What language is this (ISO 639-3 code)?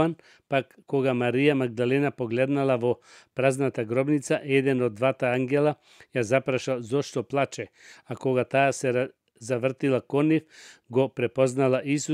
mkd